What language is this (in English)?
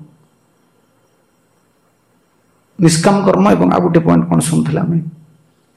Odia